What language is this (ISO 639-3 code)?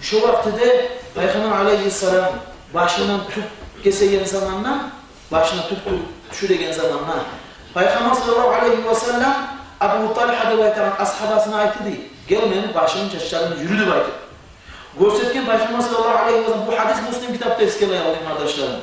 kum